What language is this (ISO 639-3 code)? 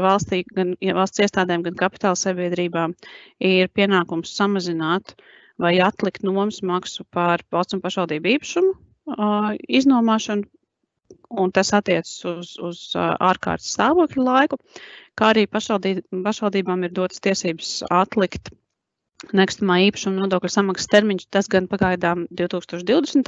lav